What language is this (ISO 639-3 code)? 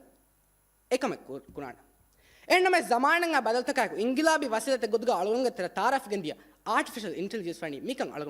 div